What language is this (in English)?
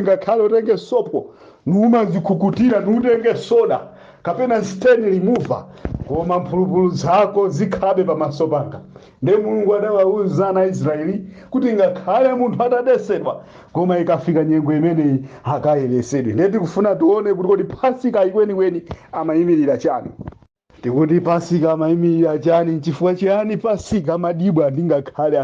Nyanja